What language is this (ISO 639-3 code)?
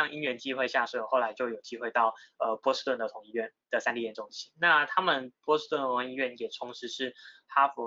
zho